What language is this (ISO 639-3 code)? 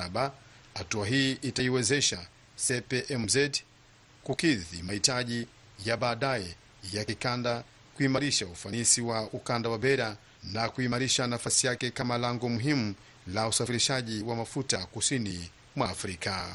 swa